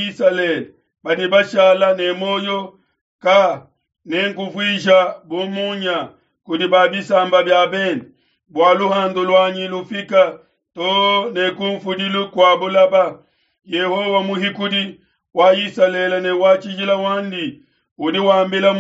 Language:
Luba-Lulua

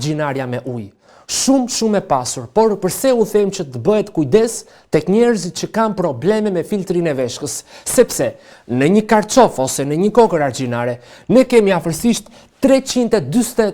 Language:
Albanian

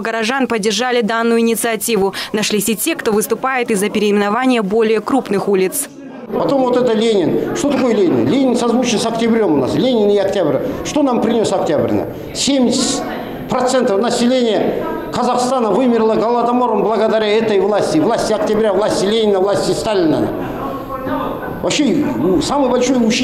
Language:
Russian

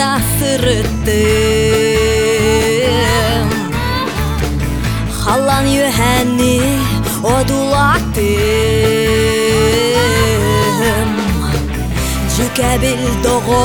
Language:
Yakut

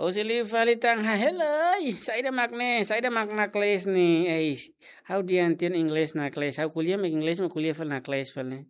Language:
Tetum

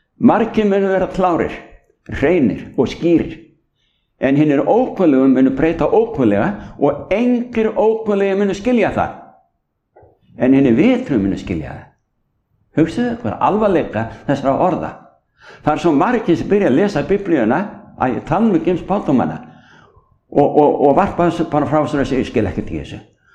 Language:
Icelandic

